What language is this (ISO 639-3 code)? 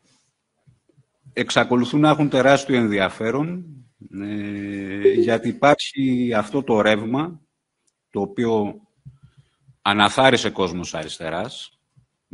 ell